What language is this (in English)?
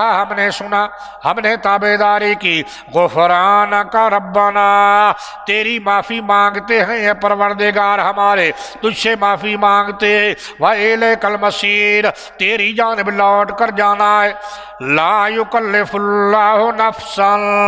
Urdu